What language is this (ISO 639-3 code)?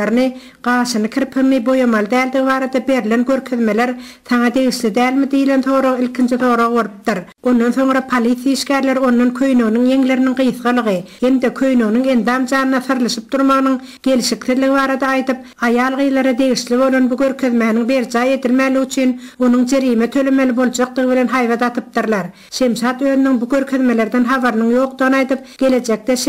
tuk